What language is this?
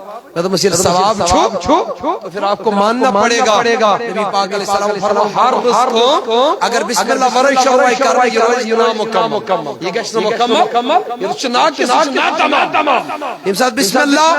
Kashmiri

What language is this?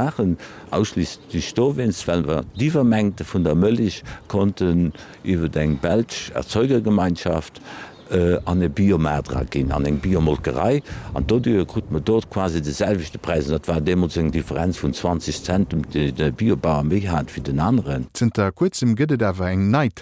Luxembourgish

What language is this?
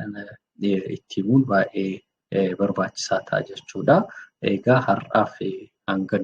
Oromo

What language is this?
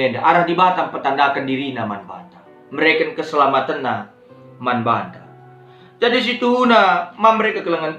Batak Karo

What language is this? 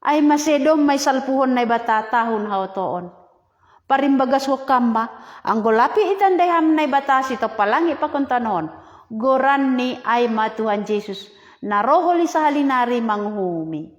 Batak Simalungun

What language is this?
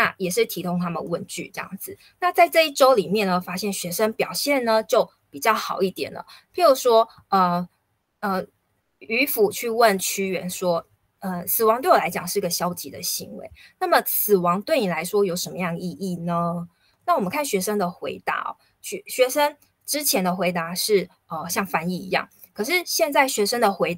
Chinese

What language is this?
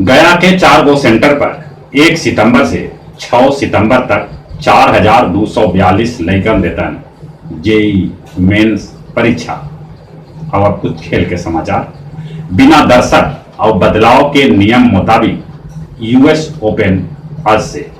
Magahi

